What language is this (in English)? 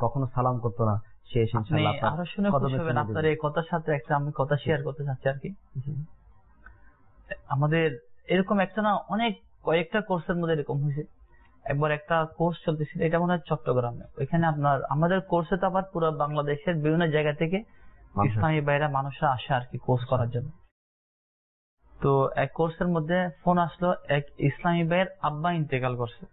Bangla